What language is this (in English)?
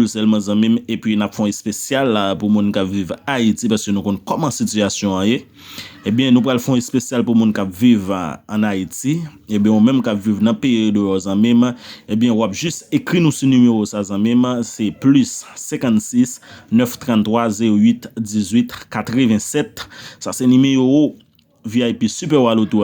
Haitian Creole